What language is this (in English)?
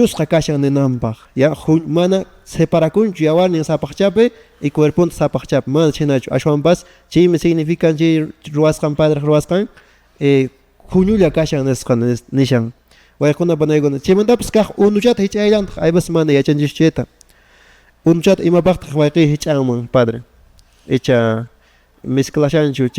Quechua